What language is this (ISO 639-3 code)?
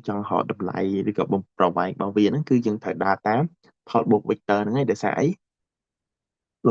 khm